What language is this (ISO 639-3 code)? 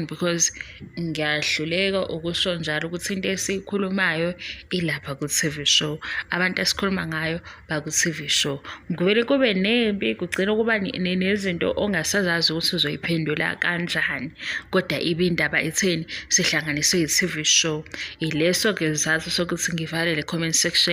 zul